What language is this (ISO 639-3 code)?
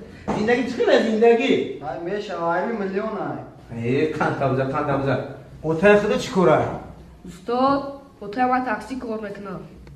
tgk